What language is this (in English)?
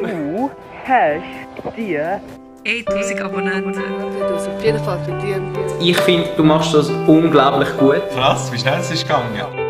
Swiss German